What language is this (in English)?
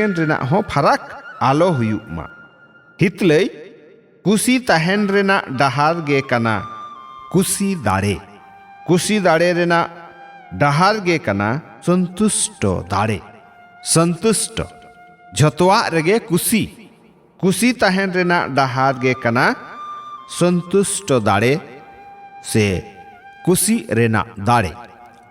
Santali